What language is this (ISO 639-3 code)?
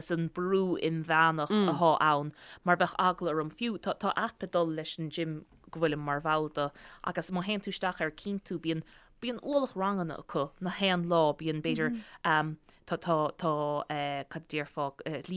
gle